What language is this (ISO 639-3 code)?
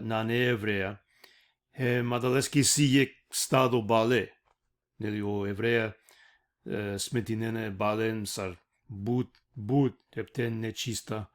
rmn